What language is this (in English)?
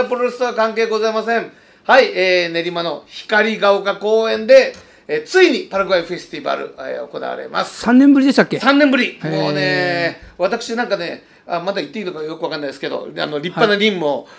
Japanese